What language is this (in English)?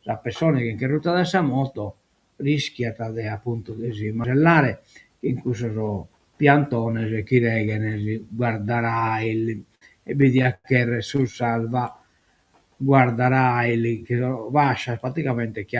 Sardinian